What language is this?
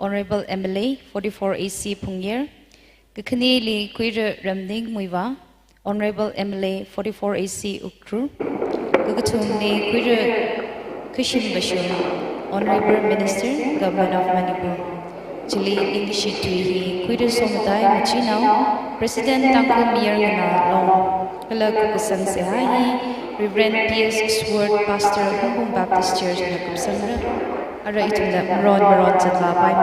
Tangkhul Naga (India)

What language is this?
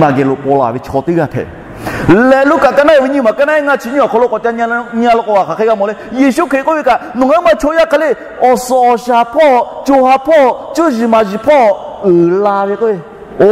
Lahu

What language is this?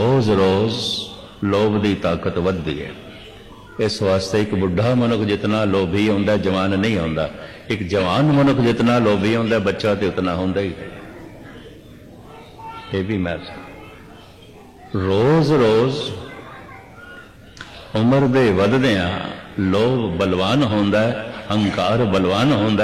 Punjabi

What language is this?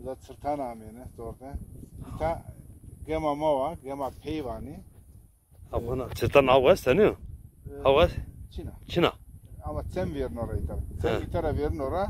Zaza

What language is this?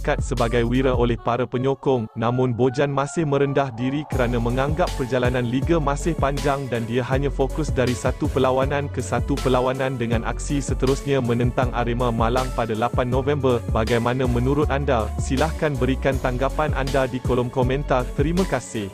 Malay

